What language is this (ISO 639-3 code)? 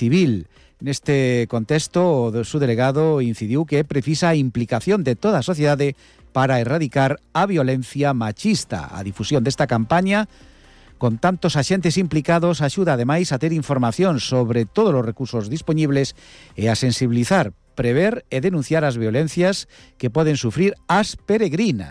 glg